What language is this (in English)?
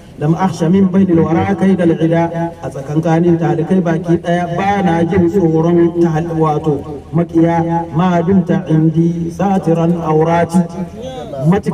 Hausa